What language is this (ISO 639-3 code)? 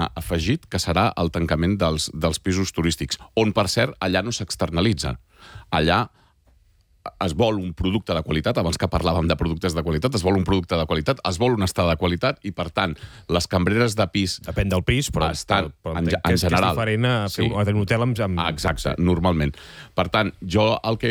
cat